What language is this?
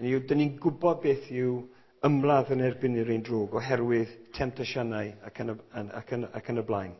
Welsh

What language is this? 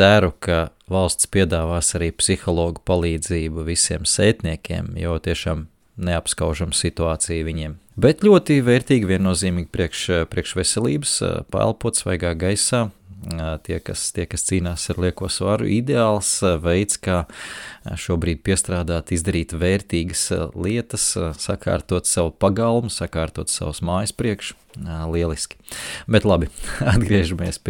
Latvian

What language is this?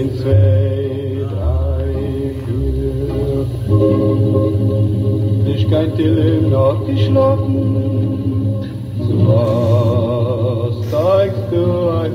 Hebrew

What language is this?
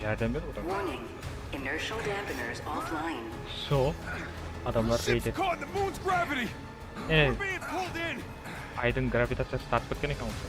Kara-Kalpak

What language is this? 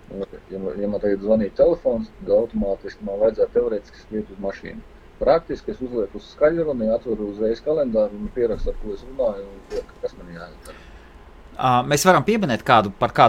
Latvian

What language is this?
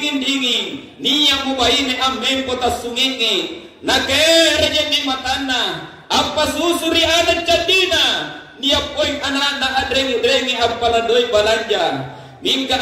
Makasar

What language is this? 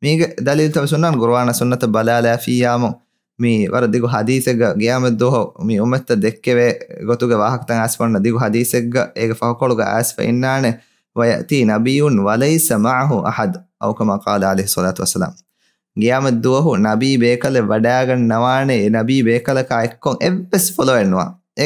Divehi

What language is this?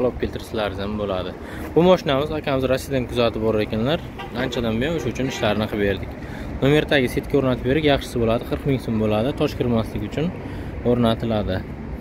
Uzbek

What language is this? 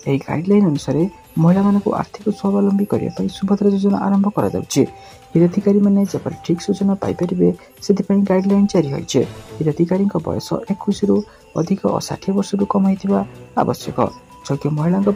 Odia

